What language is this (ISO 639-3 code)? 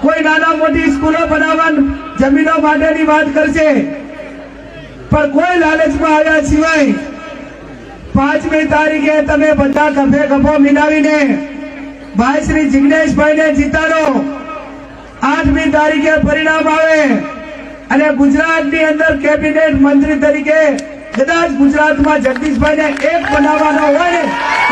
guj